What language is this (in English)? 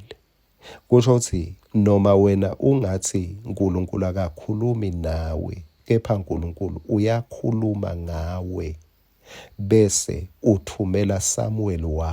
Swati